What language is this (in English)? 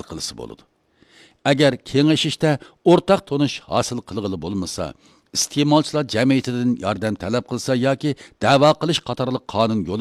Uyghur